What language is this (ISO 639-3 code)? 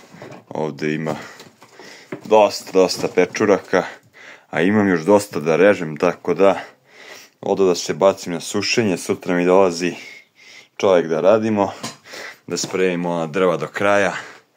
srp